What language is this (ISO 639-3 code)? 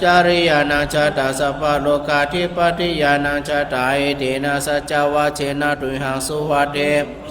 pli